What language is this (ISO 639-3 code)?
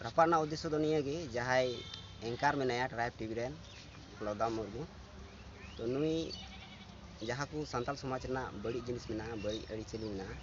sat